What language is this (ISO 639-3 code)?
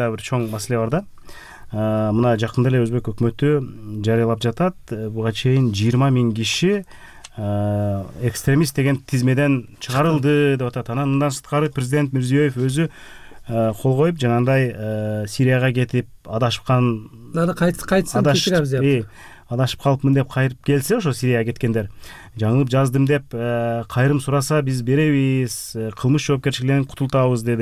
kir